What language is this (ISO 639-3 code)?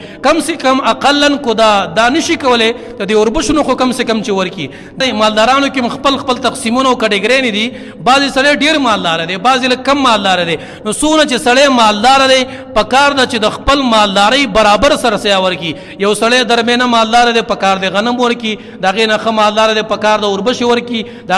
pus